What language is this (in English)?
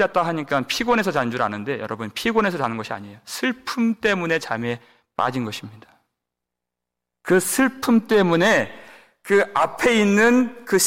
Korean